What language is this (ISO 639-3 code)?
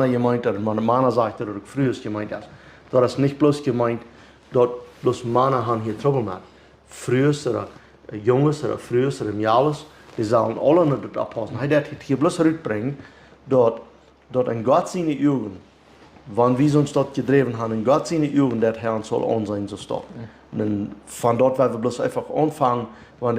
pdt